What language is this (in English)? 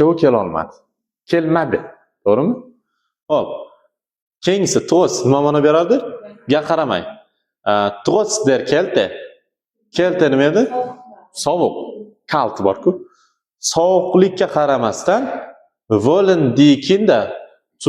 Uzbek